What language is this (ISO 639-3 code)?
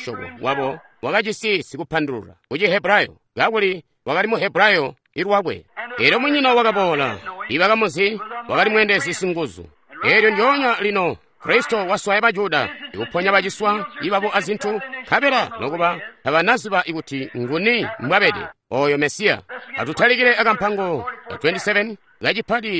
toi